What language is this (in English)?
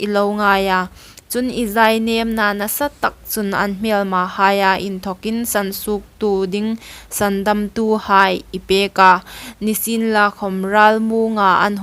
Hmar